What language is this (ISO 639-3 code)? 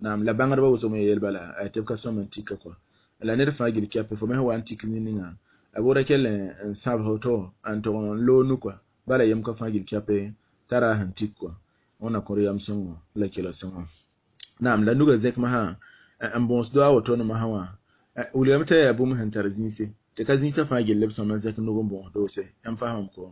mos